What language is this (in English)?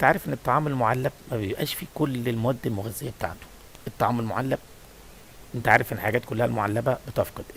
Egyptian Arabic